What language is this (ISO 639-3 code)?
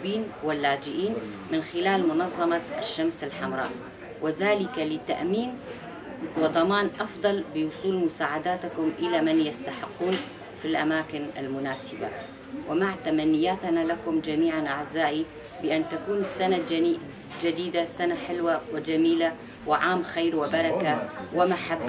kur